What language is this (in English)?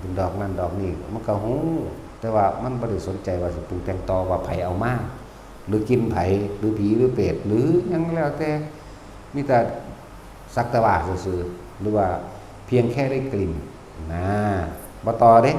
Northeastern Thai